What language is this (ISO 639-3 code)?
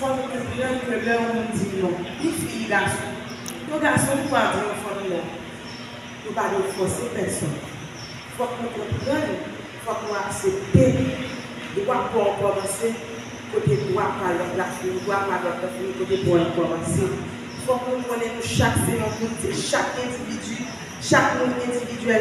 hat